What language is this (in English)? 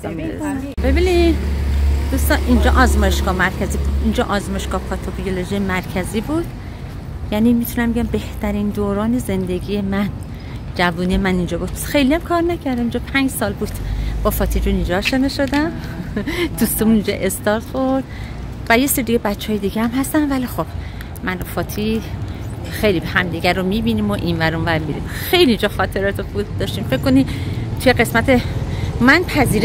Persian